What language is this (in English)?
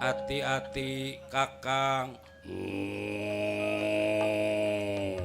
Betawi